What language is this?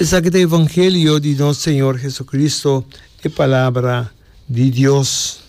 Papiamento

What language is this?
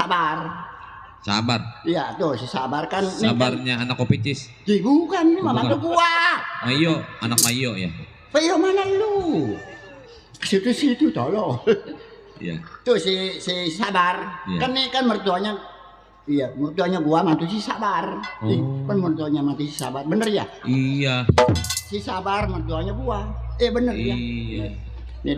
Betawi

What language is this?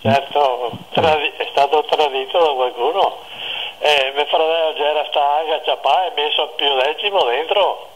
Venetian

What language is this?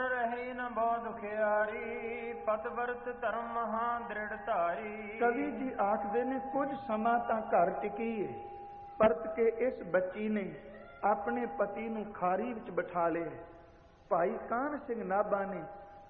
Punjabi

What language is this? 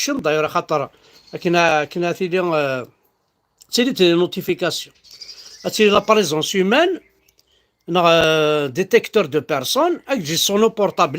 Kabyle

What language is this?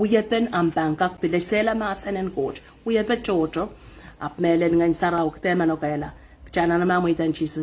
Pohnpeian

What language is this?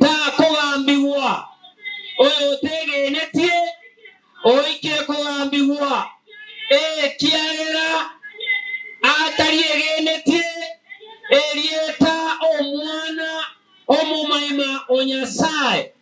Gusii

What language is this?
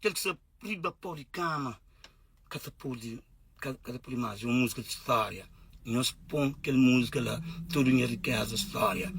Kabuverdianu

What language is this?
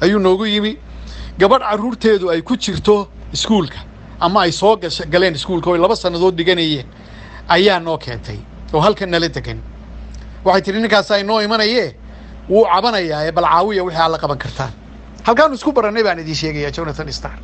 Somali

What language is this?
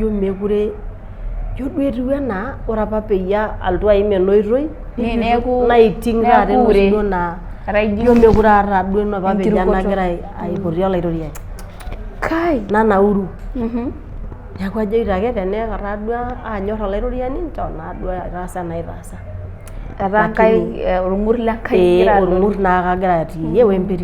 Masai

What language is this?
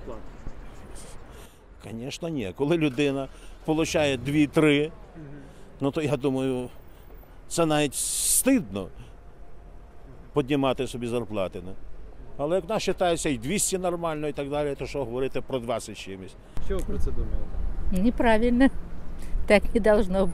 Ukrainian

